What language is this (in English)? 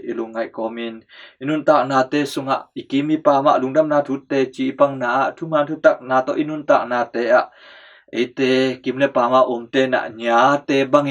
Tedim Chin